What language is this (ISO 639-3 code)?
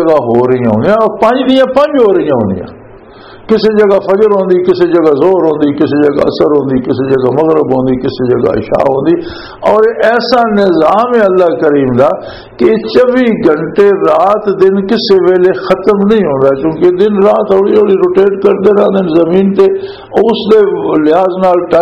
lah